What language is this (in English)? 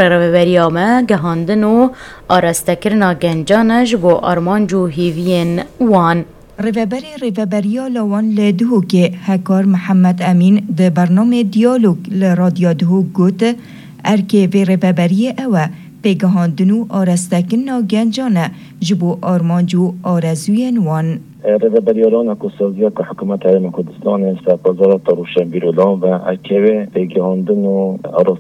Kurdish